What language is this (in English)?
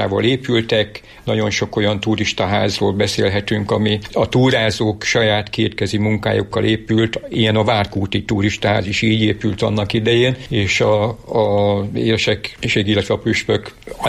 Hungarian